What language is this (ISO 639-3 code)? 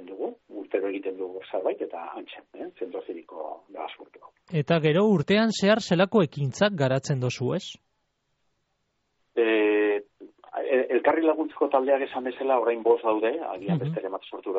eus